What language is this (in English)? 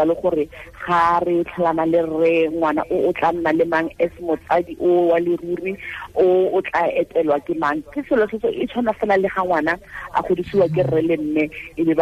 Tswana